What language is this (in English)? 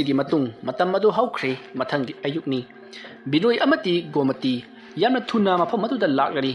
Manipuri